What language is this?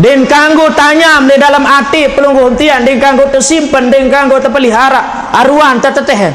Sasak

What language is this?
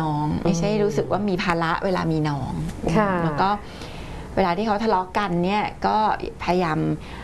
Thai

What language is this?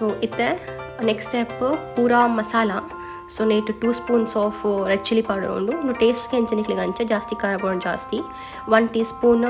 Tulu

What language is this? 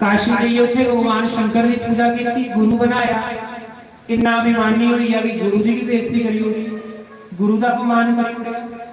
Dogri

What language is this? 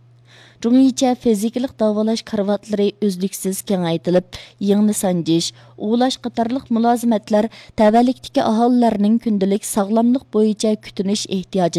Uyghur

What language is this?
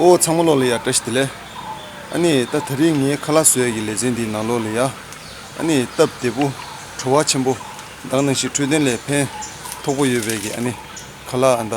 Tibetan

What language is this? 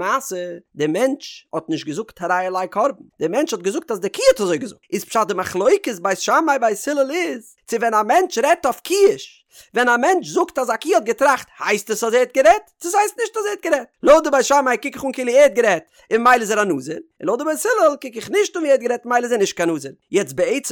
Yiddish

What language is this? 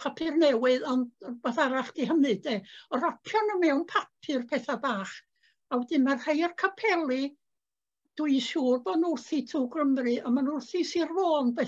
Welsh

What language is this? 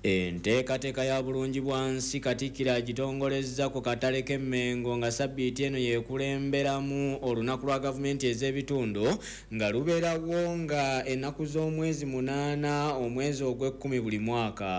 Ganda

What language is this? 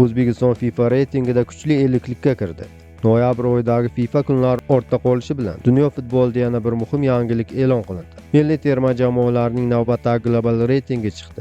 Uzbek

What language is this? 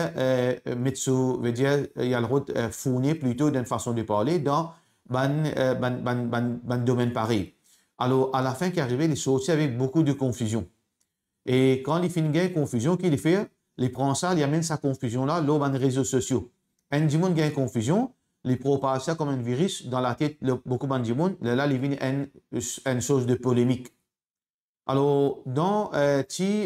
Morisyen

